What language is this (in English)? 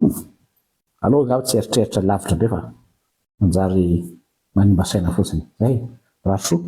Malagasy